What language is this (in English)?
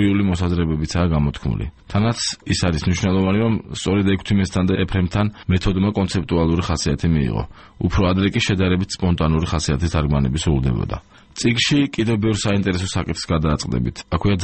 Georgian